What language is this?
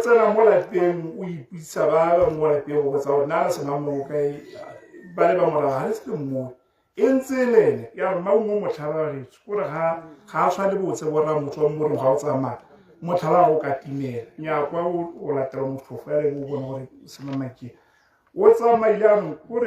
Tswana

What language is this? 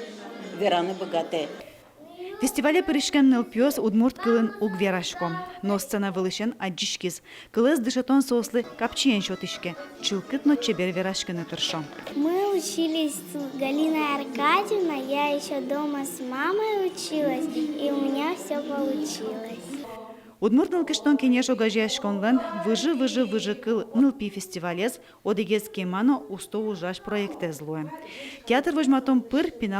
Udmurt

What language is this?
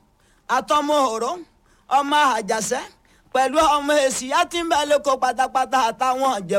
Yoruba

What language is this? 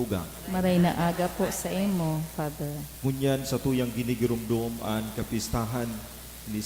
Bikol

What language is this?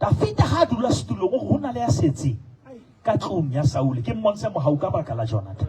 Southern Sotho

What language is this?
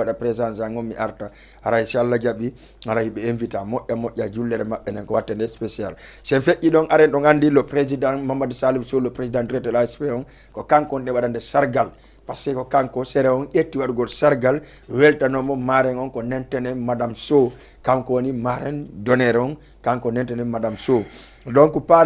Fula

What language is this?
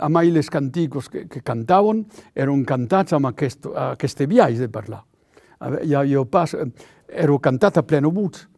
Occitan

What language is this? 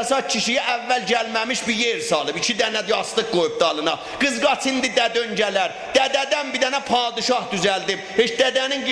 South Azerbaijani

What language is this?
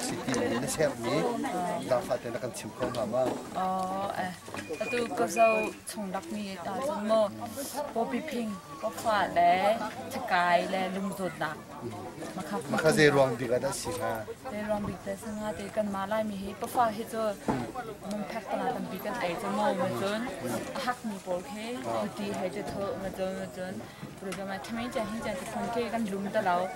Hakha Chin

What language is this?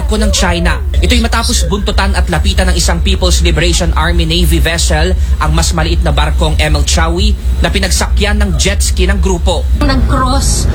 Filipino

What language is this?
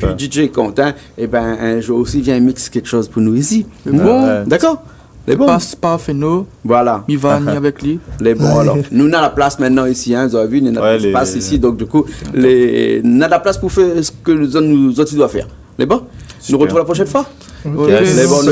Réunion Creole French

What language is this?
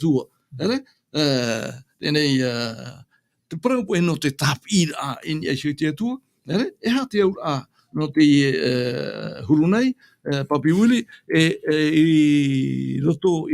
Tahitian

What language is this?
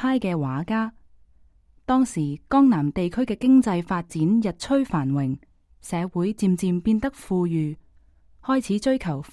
Cantonese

